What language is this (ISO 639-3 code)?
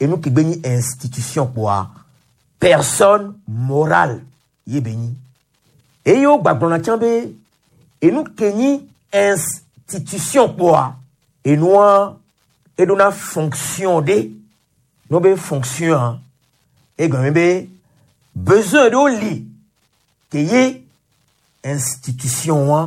gej